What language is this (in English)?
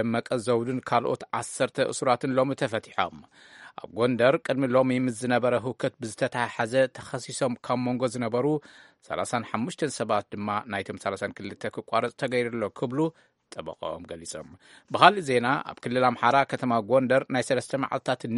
Tigrinya